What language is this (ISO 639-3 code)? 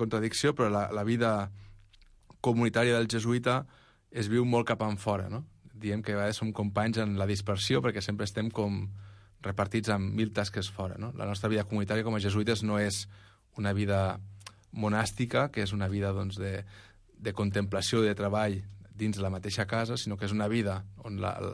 cat